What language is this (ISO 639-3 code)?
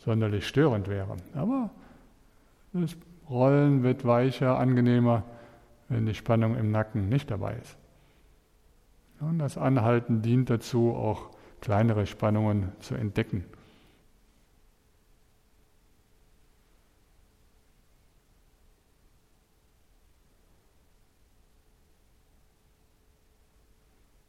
deu